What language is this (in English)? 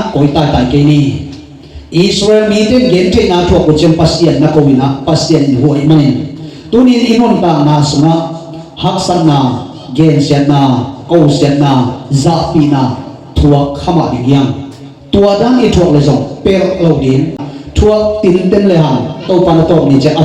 Tedim Chin